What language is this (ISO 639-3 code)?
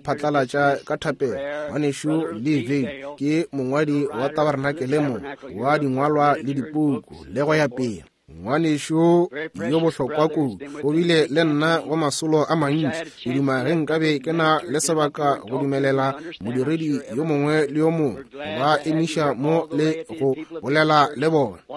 nso